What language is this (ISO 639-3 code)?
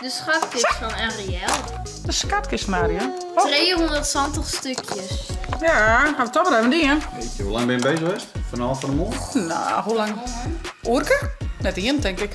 fry